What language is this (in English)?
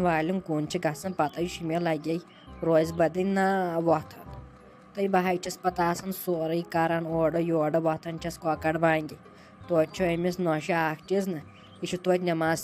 Kashmiri